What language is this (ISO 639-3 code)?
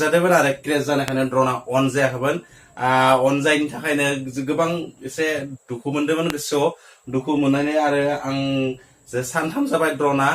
brx